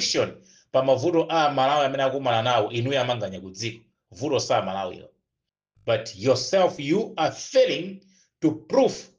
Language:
Nyanja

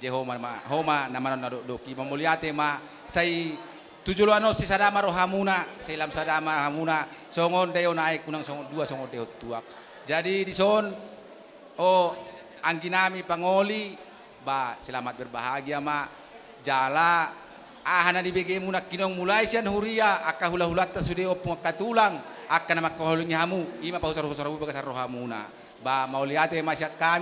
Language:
Batak Toba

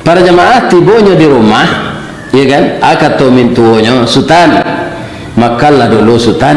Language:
Minangkabau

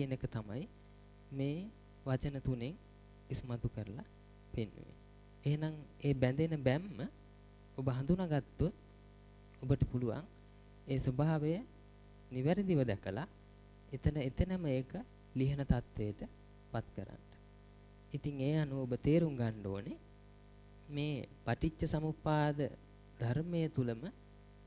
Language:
Sinhala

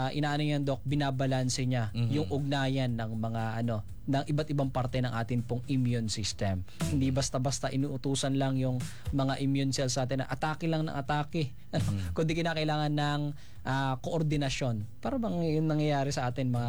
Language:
Filipino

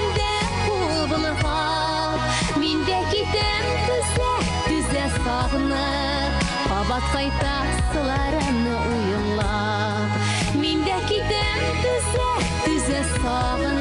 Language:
Bashkir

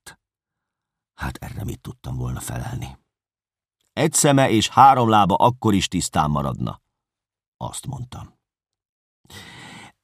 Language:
Hungarian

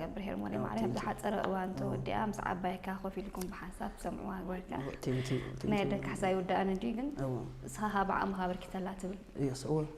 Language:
Tigrinya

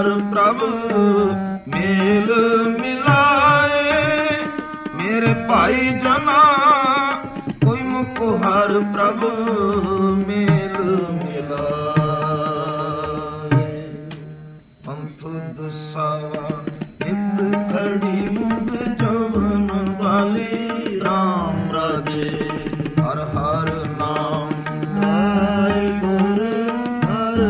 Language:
Punjabi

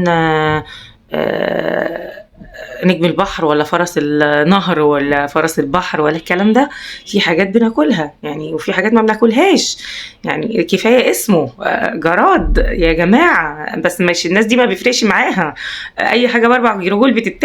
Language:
Egyptian Arabic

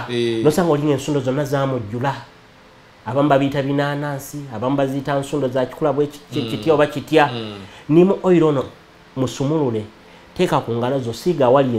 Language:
Ganda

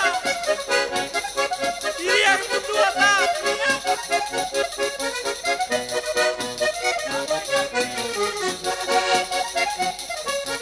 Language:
Basque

